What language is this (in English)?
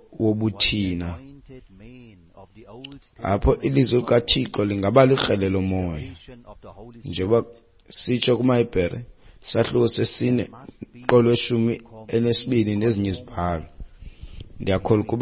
Xhosa